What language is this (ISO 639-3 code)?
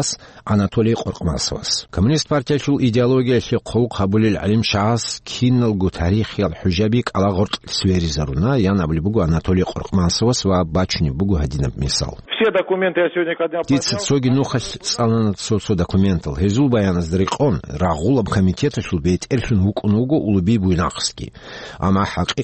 ava